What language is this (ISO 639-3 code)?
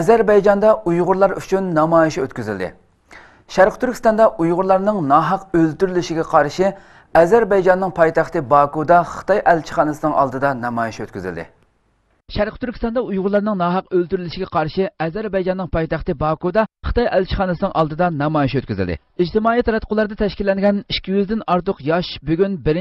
uig